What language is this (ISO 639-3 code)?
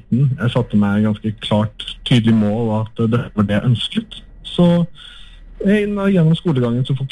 nor